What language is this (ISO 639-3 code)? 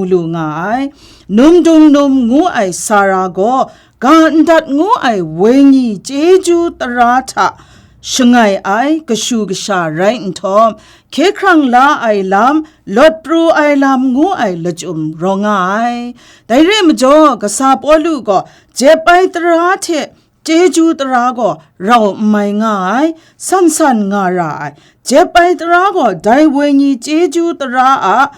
kac